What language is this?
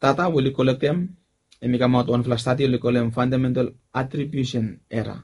Bislama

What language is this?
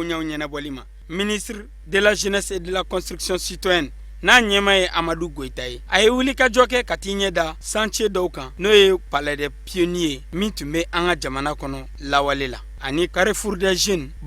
Bambara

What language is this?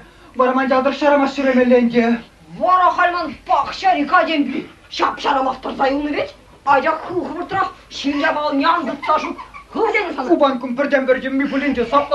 Chuvash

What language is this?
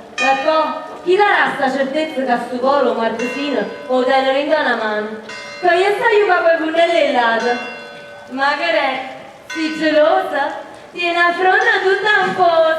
Neapolitan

